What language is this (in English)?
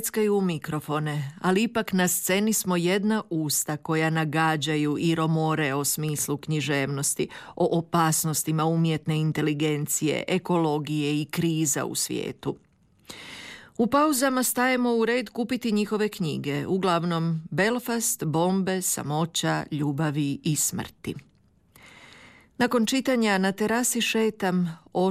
Croatian